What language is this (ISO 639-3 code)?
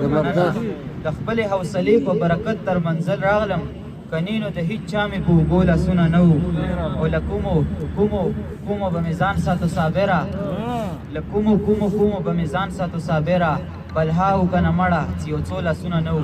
pus